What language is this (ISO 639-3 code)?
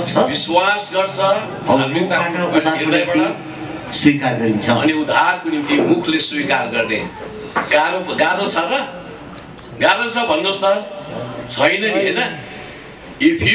nep